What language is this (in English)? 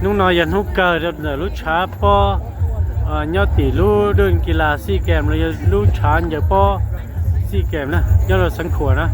Hmong